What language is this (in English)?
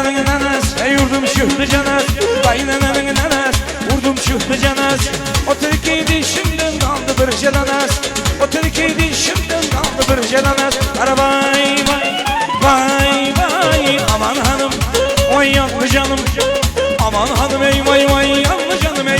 Turkmen